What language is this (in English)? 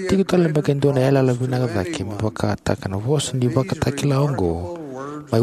Fijian